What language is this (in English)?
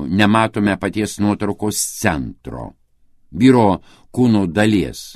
Lithuanian